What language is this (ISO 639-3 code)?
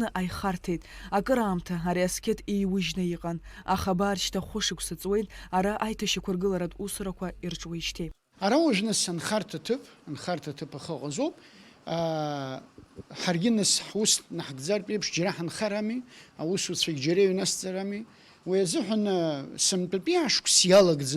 abk